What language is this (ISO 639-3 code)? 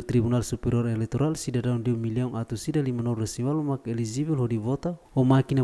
tet